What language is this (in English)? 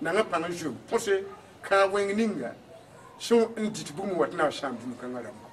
Mossi